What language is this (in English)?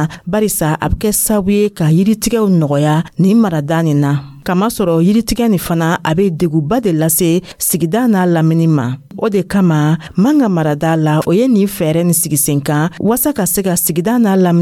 Dyula